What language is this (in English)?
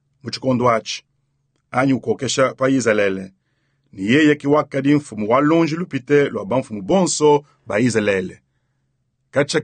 Luba-Lulua